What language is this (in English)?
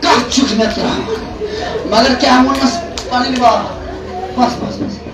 Kashmiri